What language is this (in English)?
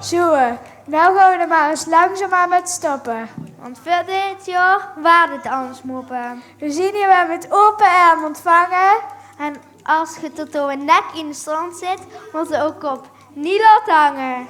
Limburgish